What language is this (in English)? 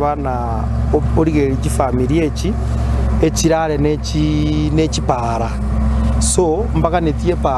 Gusii